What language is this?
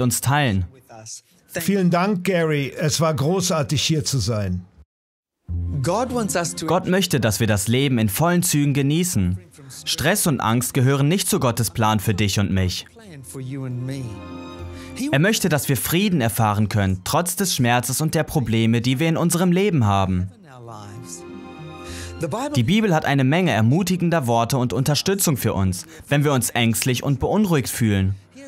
German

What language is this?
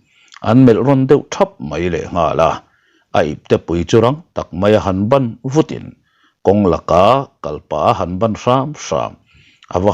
Mizo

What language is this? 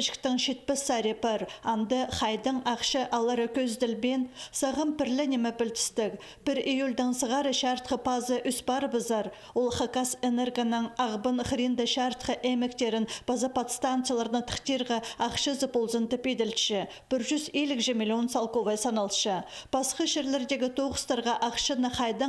Khakas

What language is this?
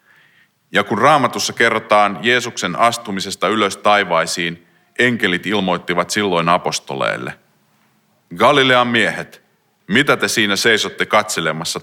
Finnish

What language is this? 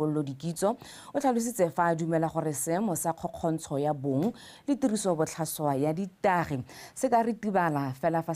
Tswana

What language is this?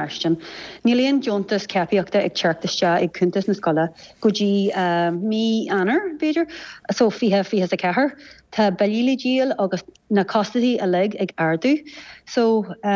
Irish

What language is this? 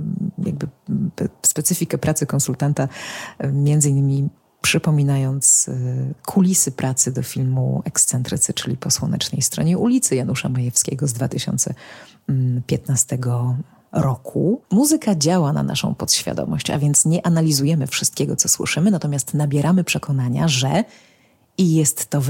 Polish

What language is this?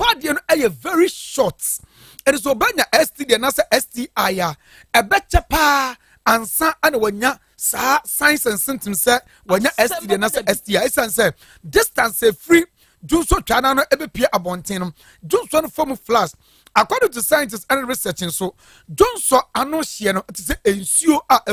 Akan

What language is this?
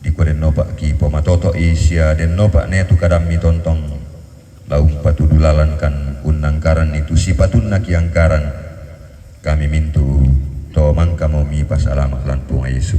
Toraja-Sa'dan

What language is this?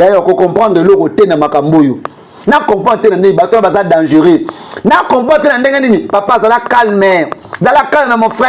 Lingala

